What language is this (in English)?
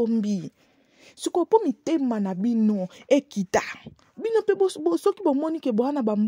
Lingala